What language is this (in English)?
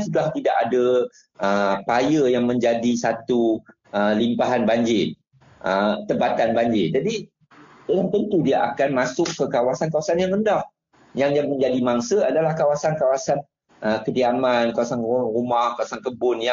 Malay